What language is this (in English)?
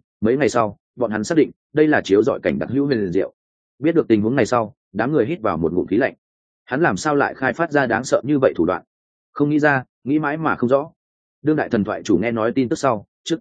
Vietnamese